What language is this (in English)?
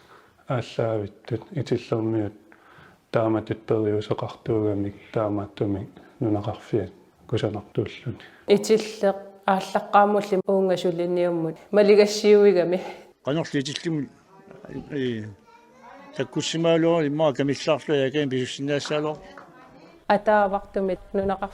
Kalaallisut